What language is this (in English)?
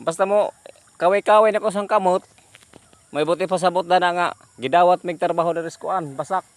Cebuano